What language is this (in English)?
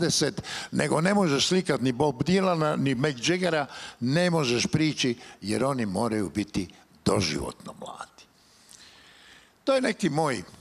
Croatian